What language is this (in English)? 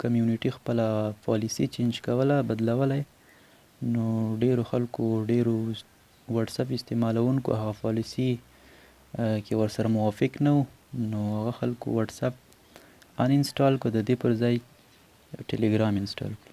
Pashto